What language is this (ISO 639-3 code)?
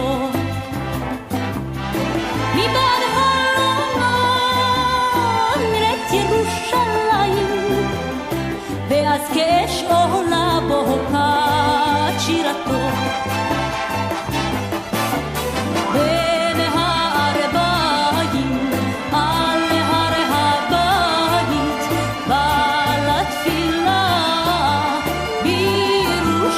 heb